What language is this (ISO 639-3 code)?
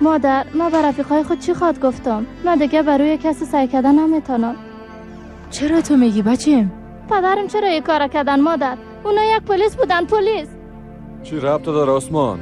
fas